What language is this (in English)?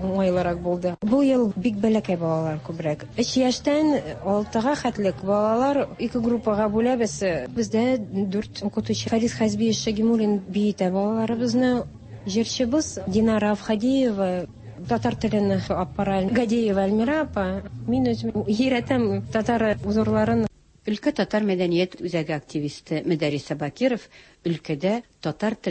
Tatar